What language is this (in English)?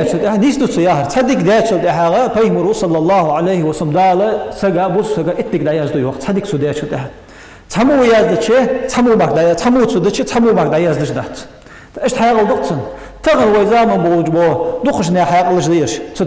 Ingush